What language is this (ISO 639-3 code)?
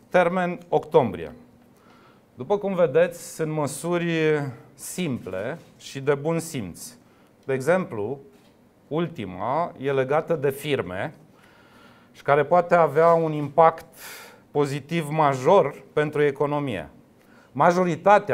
ron